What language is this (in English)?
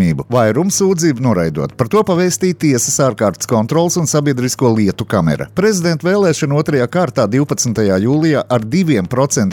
Latvian